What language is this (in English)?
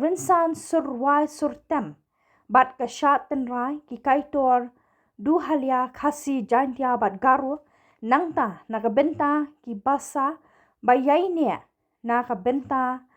Khasi